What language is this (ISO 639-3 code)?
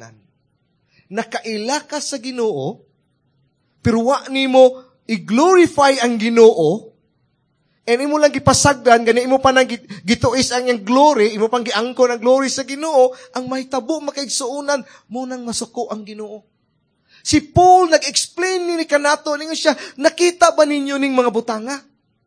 ceb